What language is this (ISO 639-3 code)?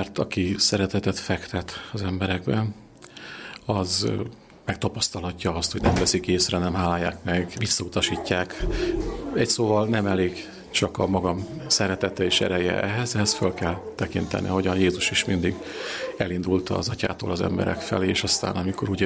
hun